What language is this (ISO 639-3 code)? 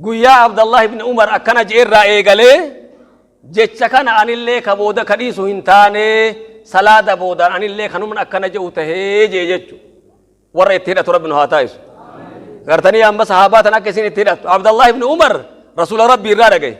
orm